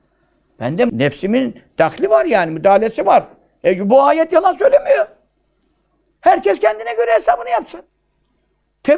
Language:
Turkish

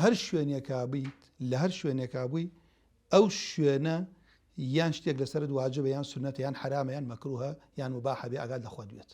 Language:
Central Kurdish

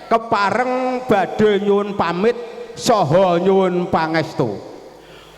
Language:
Javanese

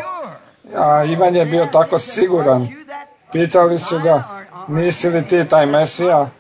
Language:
Croatian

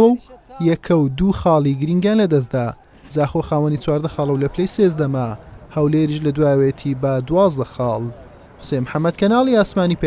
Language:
Central Kurdish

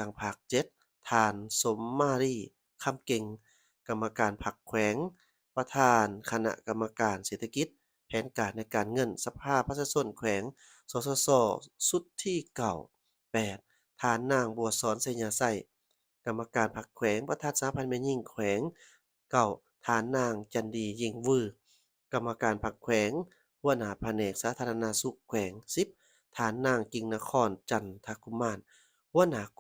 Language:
Lao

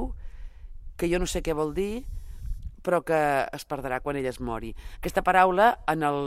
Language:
Catalan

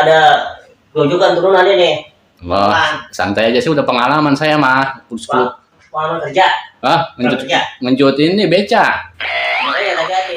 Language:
Betawi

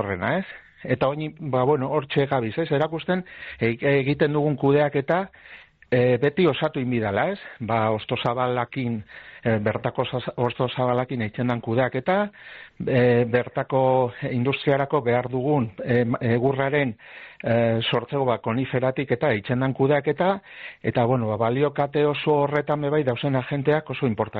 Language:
Basque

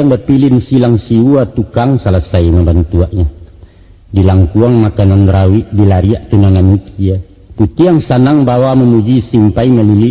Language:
Minangkabau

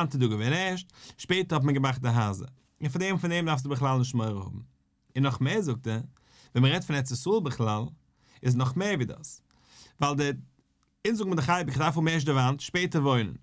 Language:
Yiddish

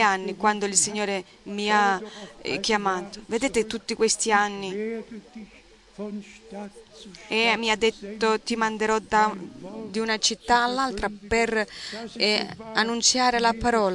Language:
Italian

